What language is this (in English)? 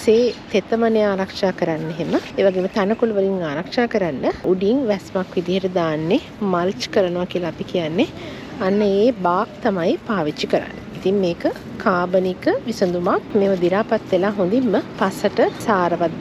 Sinhala